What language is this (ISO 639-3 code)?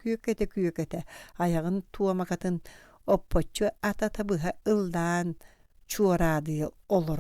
sah